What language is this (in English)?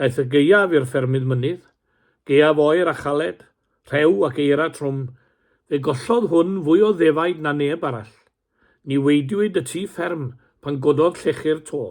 Welsh